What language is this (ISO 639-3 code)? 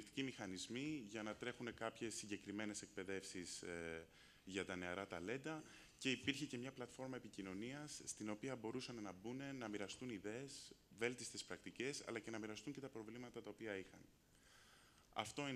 ell